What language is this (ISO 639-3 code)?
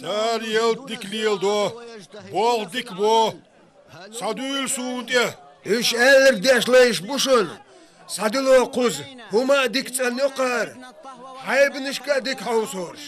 che